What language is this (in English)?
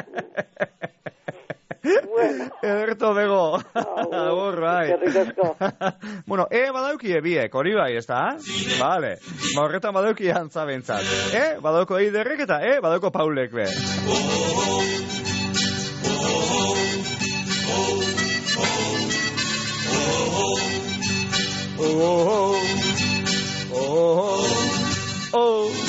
Basque